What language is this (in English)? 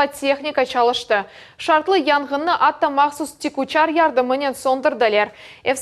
Crimean Tatar